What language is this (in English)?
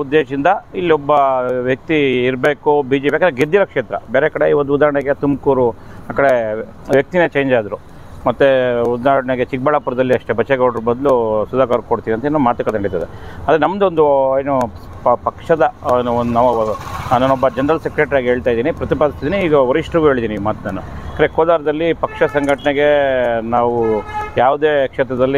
Kannada